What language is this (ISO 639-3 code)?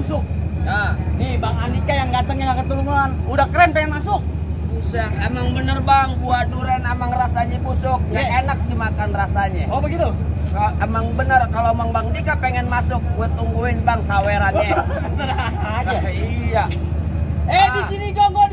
bew